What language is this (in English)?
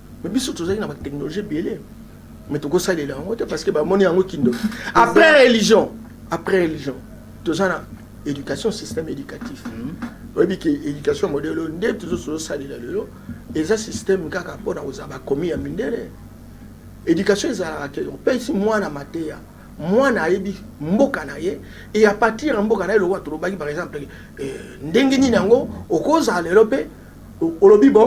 Lingala